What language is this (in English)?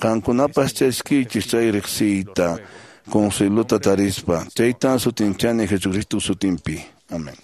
Quechua